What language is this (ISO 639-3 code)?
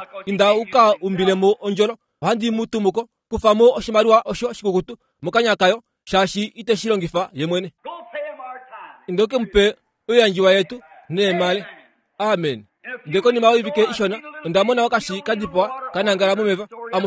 kua